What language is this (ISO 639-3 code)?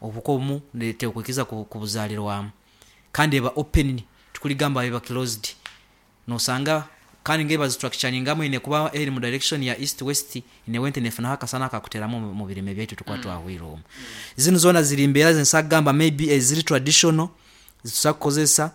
nyn